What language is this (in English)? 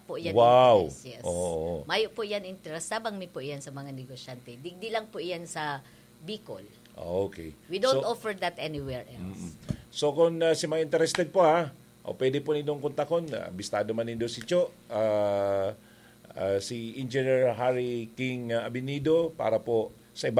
Bikol